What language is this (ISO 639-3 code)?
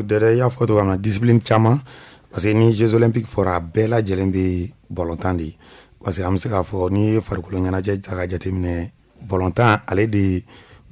bam